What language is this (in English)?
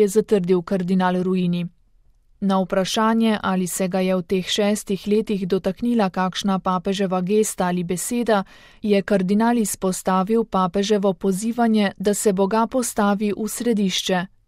Slovenian